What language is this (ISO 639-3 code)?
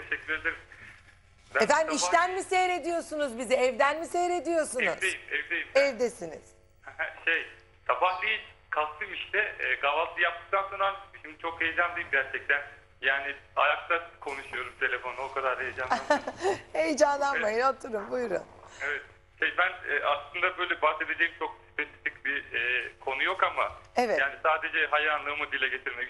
tur